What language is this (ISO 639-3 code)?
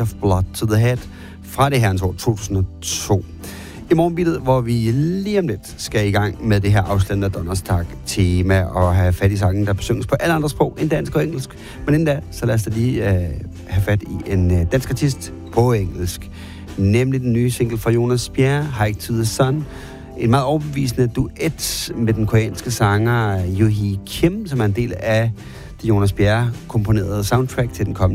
dan